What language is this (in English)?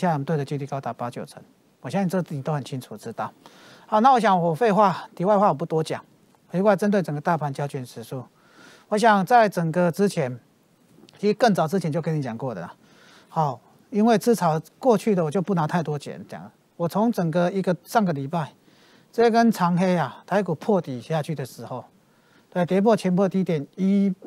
Chinese